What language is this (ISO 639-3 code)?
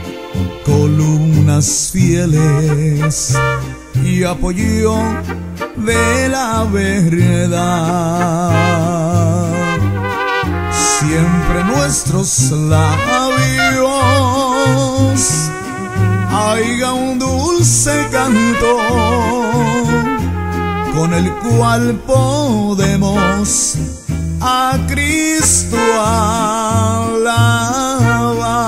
spa